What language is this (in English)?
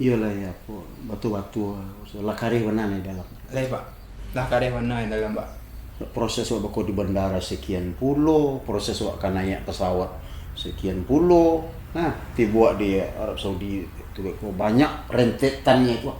Minangkabau